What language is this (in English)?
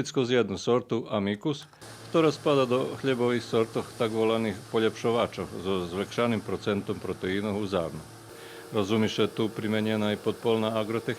Rusyn